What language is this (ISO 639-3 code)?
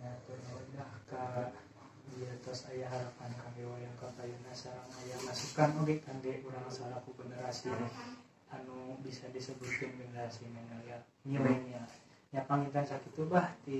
sun